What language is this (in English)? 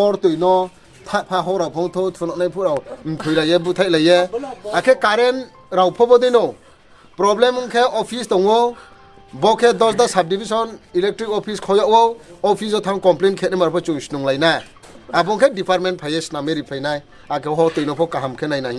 Riang (India)